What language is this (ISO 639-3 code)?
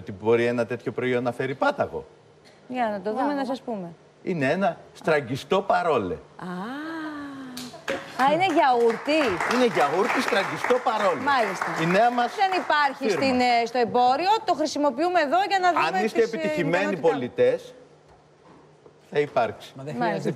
ell